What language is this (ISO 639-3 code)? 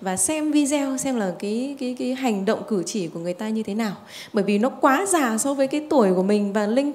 vie